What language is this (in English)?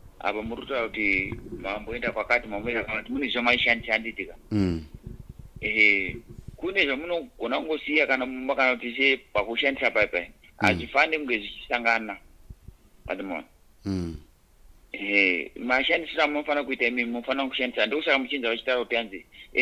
Shona